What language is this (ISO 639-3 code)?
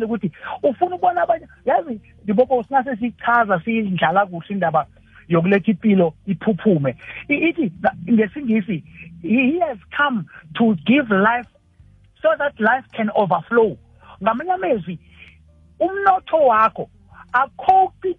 nbl